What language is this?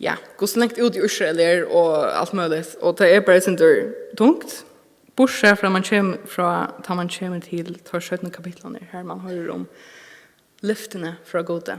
Faroese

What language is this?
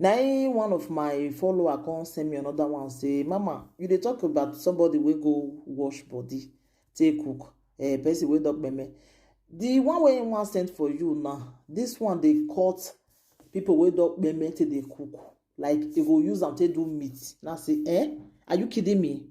Nigerian Pidgin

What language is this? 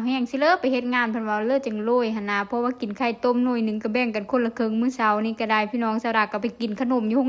Northeastern Thai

